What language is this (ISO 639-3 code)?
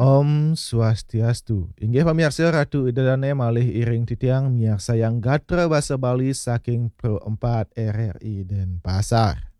ban